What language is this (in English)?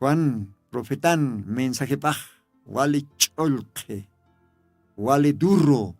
Aymara